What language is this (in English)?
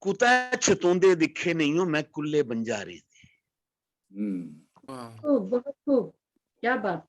Dogri